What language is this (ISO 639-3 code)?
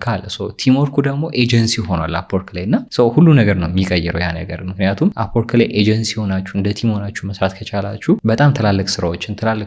amh